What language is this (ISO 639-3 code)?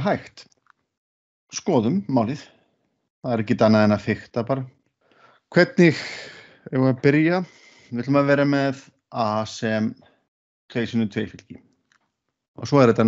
isl